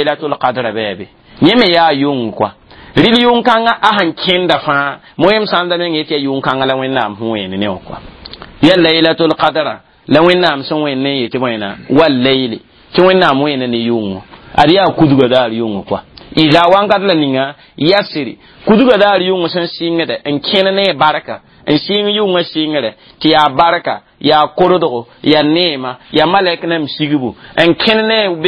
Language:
Mossi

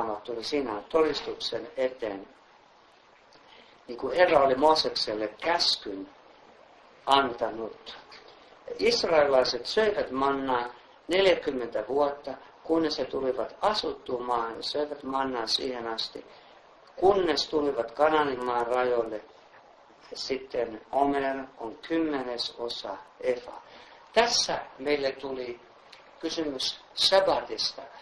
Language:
Finnish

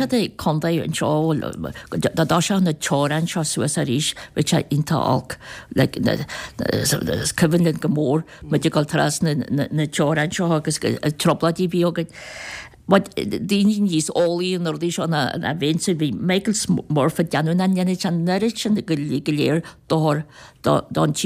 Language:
Irish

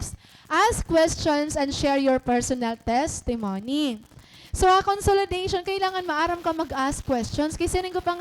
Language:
Waray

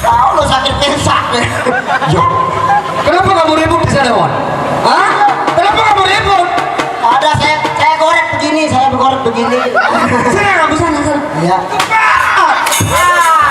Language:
Sasak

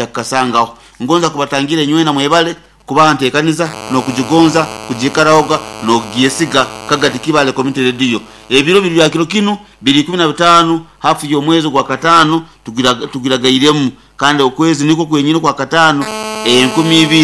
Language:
Nyankole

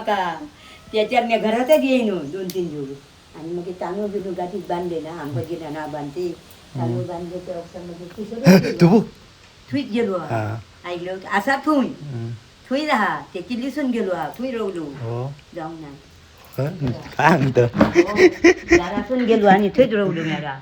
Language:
Konkani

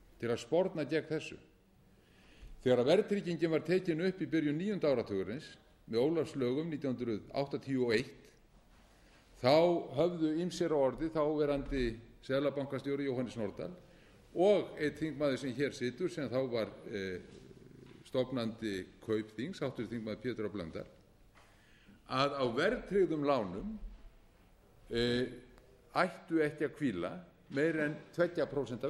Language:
Icelandic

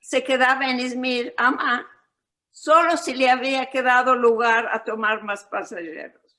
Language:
Ladino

